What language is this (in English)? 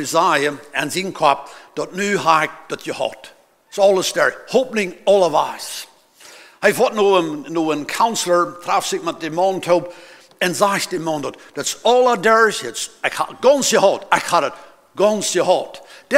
Plautdietsch